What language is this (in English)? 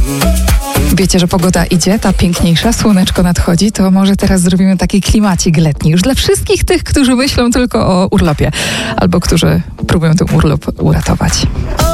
Polish